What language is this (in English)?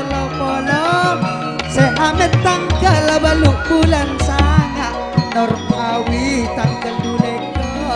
Madurese